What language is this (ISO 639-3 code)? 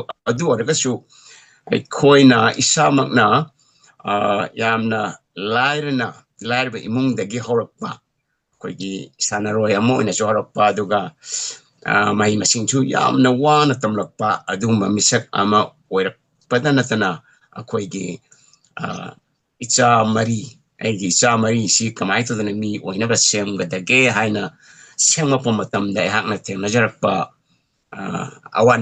mni